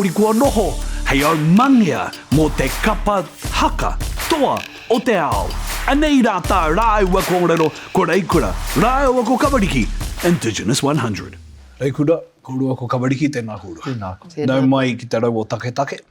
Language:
Māori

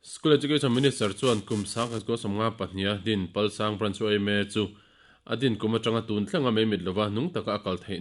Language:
Mizo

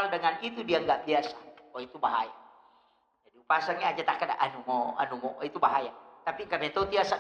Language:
Buginese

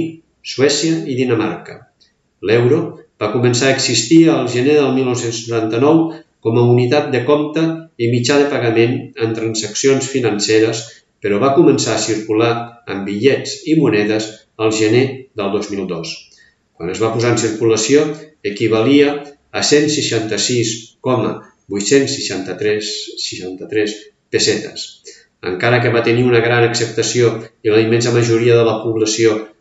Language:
Catalan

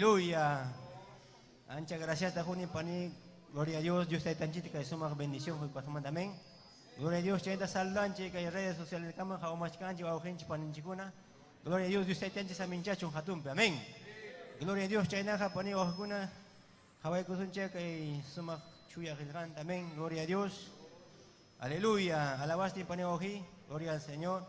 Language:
Ayacucho Quechua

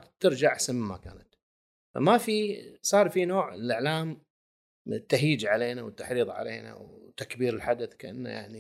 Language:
Gulf Arabic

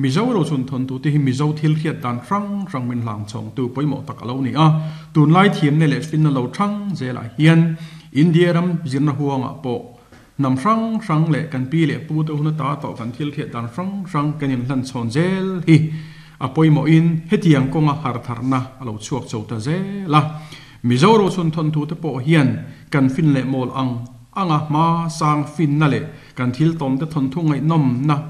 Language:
Mizo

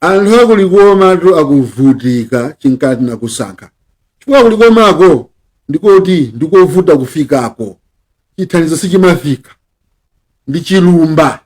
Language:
Nyanja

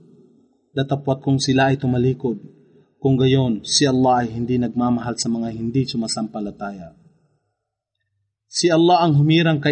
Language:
Filipino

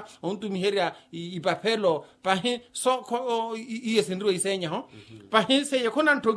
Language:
Makhuwa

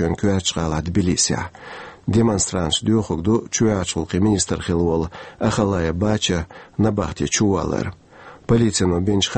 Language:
Chechen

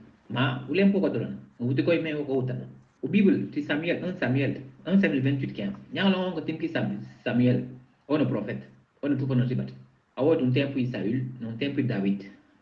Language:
Mankanya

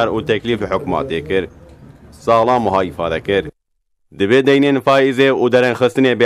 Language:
Kurdish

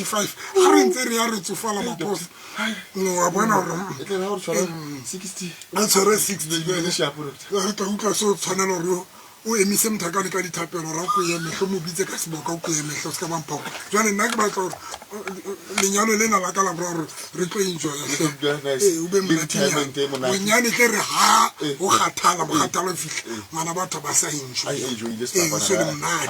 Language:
Tswana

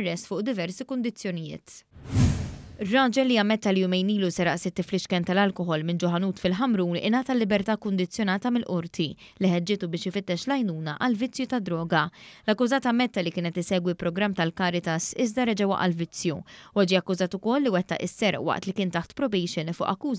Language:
Maltese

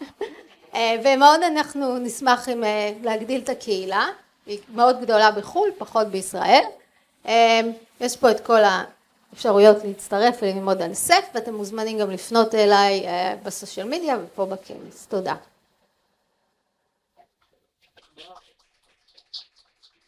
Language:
Hebrew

